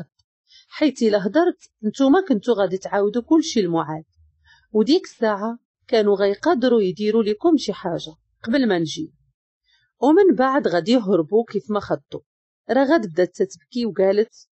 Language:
Moroccan Arabic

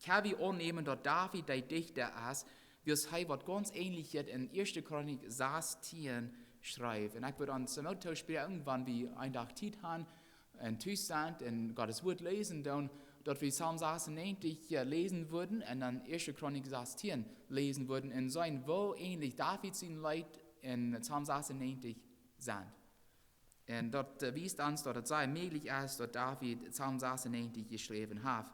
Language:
Plautdietsch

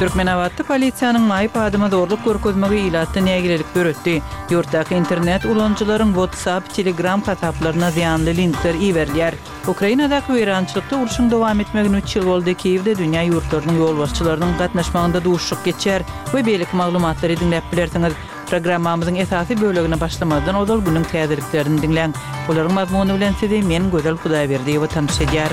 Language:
Kyrgyz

